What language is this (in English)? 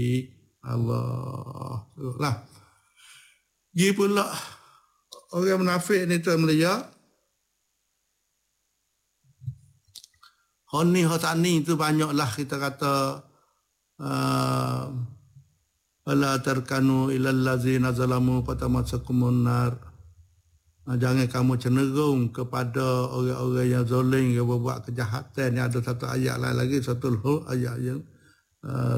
Malay